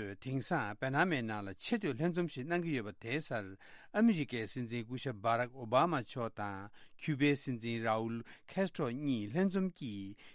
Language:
Tibetan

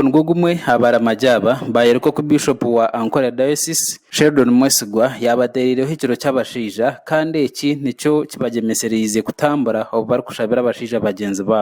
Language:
Nyankole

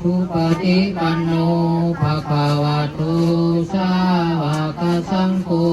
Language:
Pali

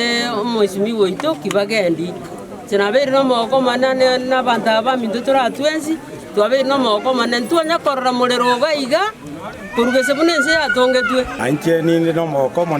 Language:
Gusii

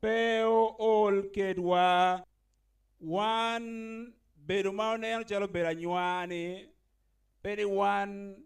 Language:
Acoli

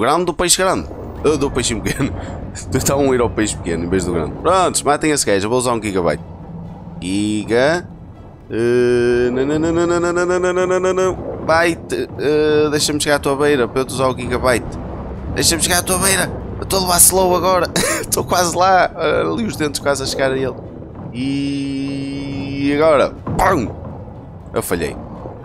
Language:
Portuguese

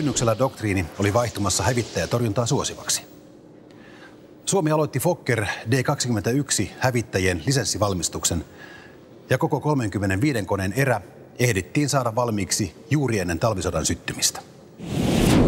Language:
Finnish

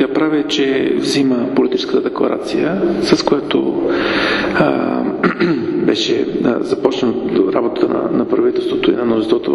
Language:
Bulgarian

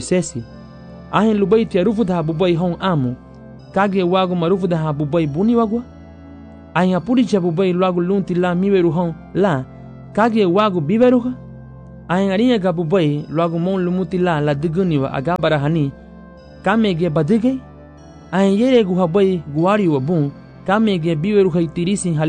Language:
Garifuna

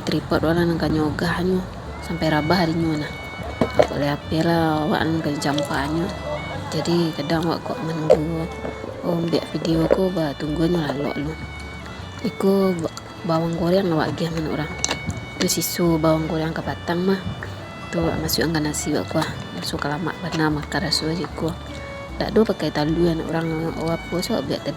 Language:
Minangkabau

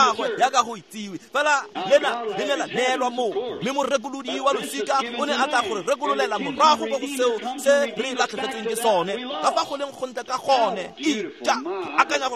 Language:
Tswana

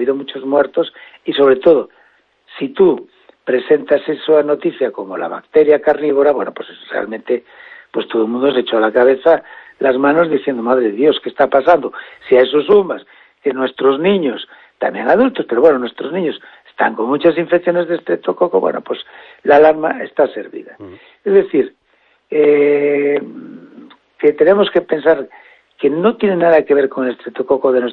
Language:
Spanish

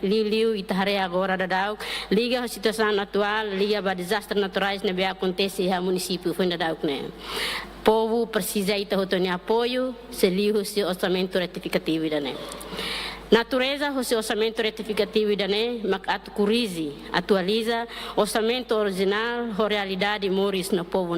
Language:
Tetum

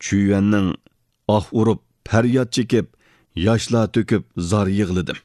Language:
Uyghur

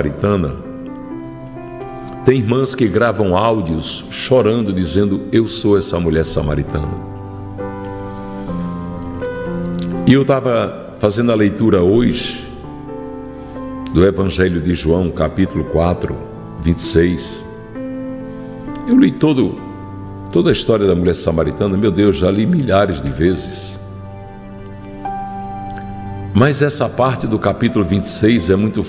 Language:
Portuguese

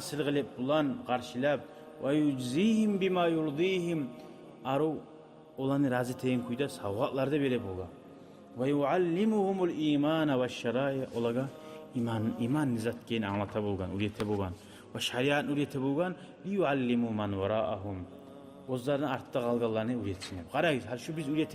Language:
Kumyk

